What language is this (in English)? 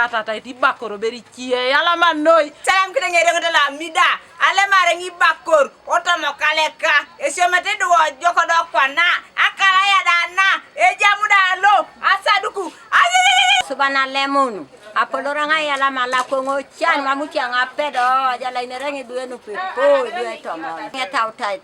Teso